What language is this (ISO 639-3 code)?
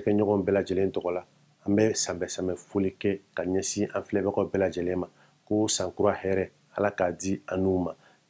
bam